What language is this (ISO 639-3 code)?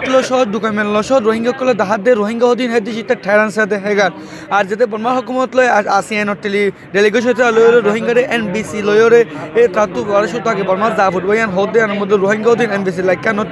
rhg